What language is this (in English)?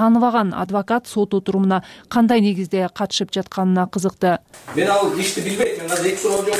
Kyrgyz